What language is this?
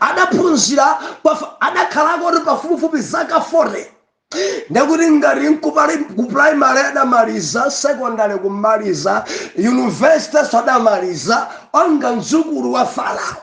Nyanja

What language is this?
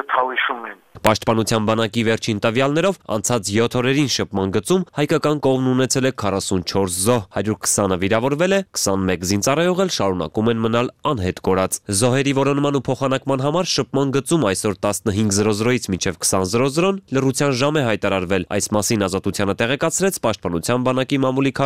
Armenian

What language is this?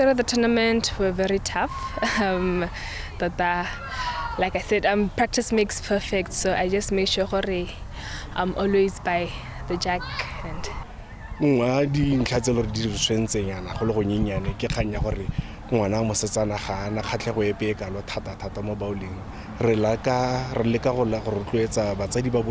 Tswana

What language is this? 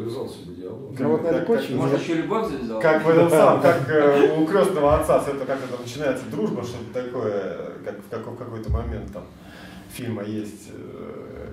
Russian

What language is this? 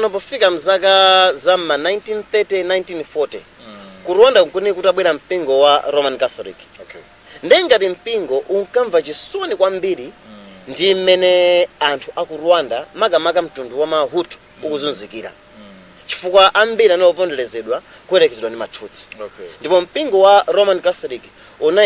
Nyanja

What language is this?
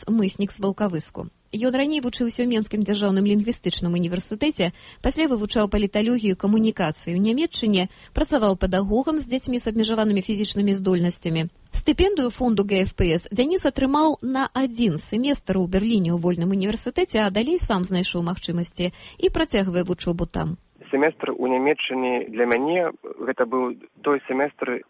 Belarusian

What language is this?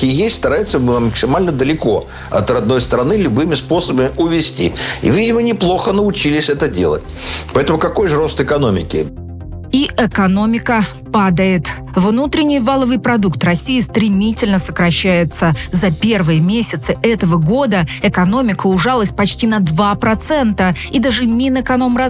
Russian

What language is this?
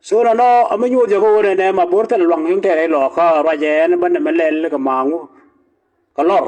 Nuer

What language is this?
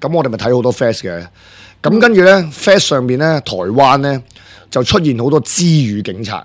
Cantonese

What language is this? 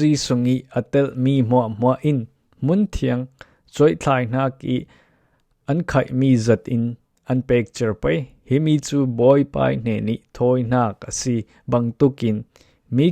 Falam Chin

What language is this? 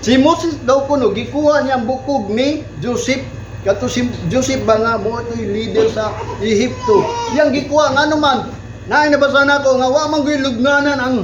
Cebuano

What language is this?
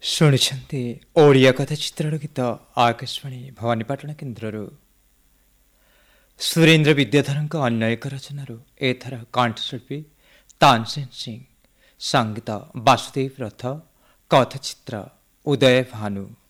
Odia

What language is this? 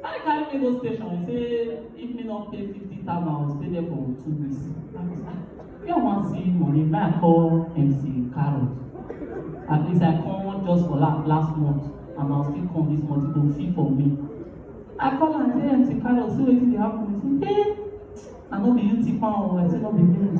Nigerian Pidgin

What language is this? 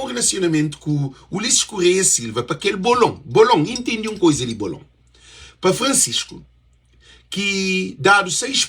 Kabuverdianu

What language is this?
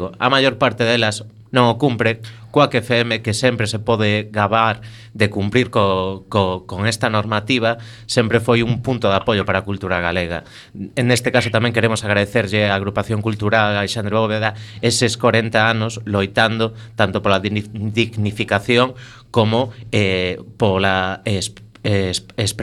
Galician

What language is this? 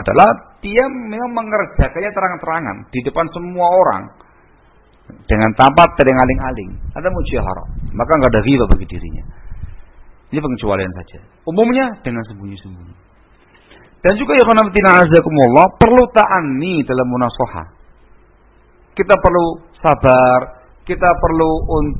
Indonesian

